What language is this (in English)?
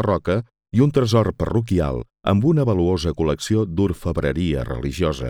Catalan